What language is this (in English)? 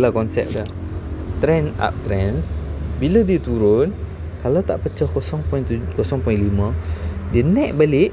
Malay